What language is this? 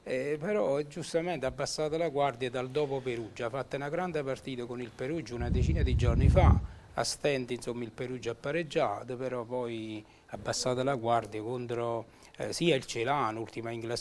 Italian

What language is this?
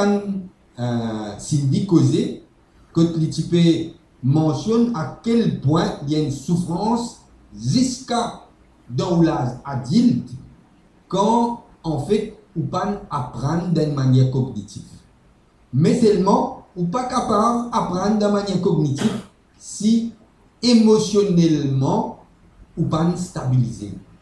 Morisyen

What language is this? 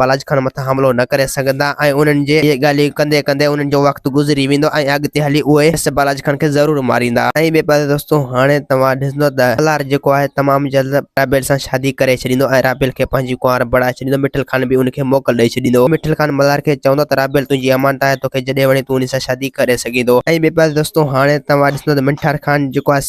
Sindhi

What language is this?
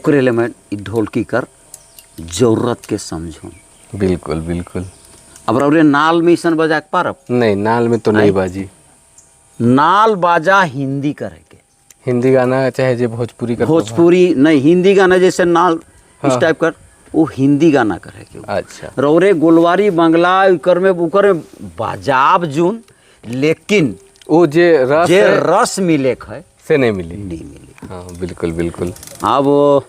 Sadri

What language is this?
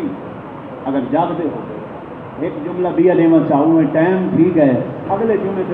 Saraiki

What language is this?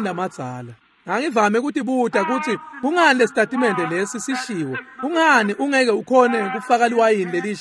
Swati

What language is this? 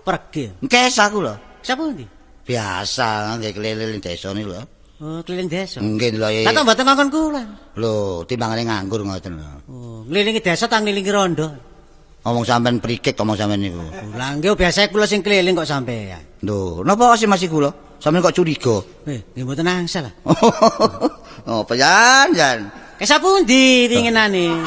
Javanese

